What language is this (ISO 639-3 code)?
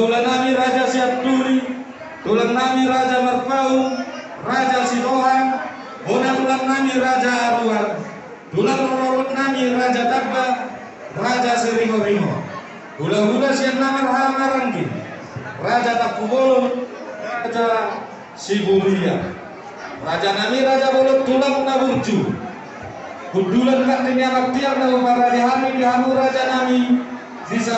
bbc